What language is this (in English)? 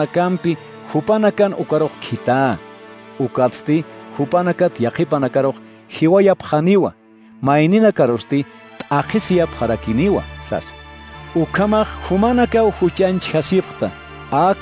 Aymara